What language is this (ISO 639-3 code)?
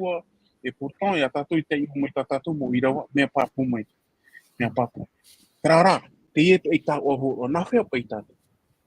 tah